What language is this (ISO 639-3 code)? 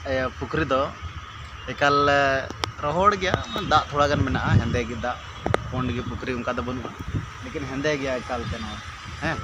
sat